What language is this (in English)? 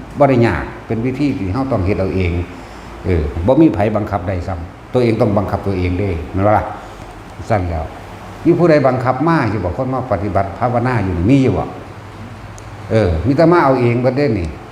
Northeastern Thai